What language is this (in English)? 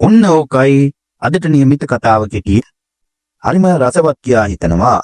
Sinhala